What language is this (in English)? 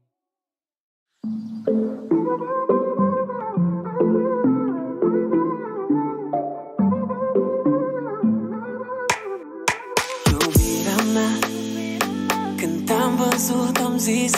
Romanian